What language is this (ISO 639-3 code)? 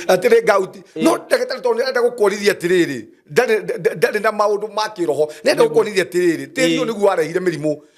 kik